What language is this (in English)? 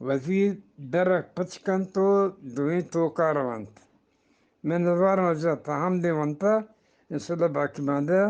Eastern Balochi